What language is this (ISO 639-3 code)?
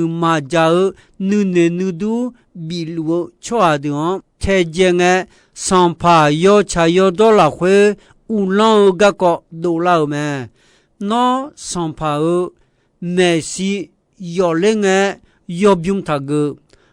ahk